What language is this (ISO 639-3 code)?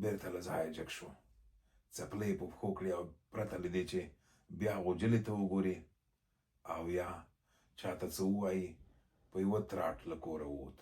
pus